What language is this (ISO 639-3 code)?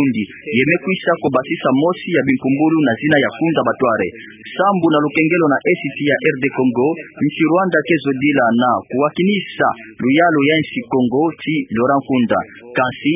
ktu